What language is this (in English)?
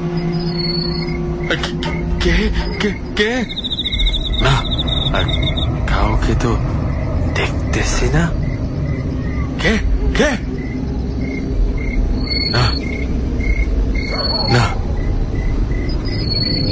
Bangla